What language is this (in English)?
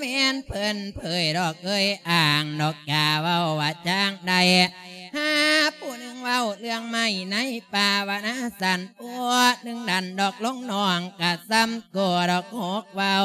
Lao